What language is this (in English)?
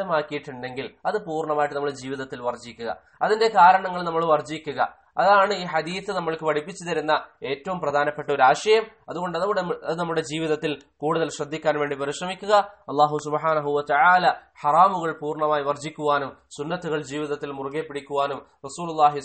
Malayalam